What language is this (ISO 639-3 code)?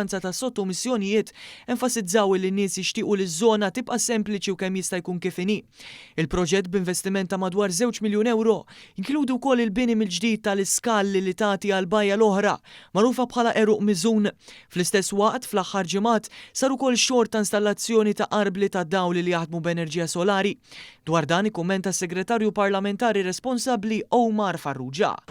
mlt